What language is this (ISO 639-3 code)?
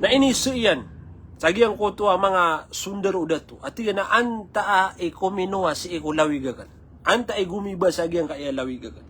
mrw